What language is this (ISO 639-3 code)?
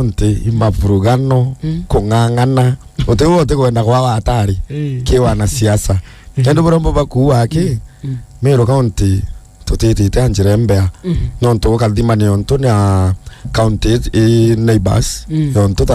mer